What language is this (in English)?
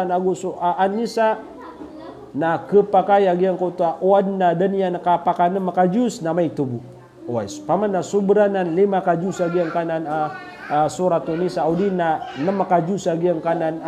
Maranao